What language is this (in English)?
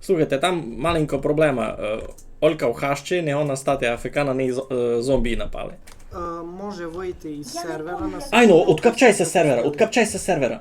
Rusyn